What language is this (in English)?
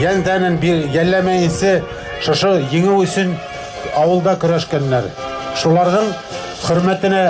Bashkir